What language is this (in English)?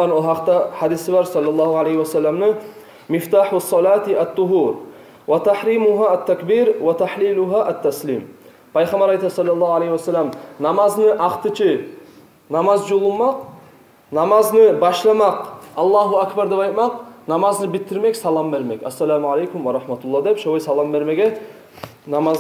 Kumyk